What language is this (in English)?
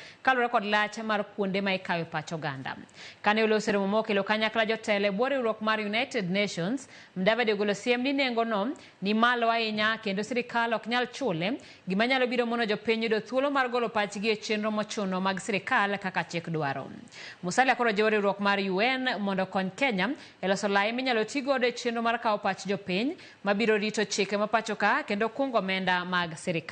Luo (Kenya and Tanzania)